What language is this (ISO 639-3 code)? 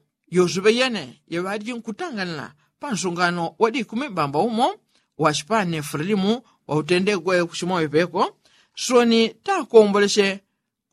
yao